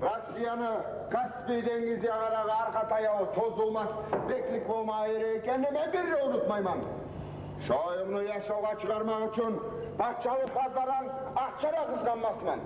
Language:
Kumyk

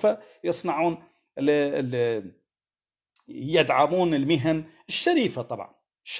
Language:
Arabic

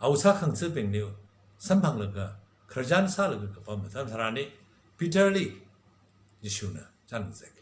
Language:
Tangkhul Naga (India)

